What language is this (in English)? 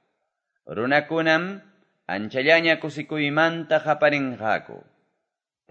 Quechua